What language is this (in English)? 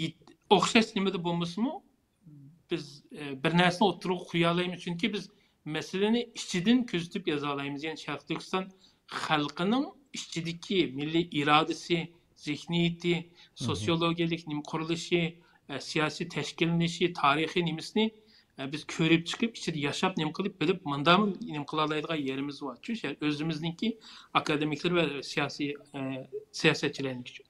Uyghur